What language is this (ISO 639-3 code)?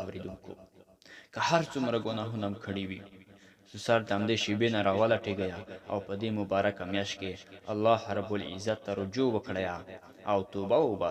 pus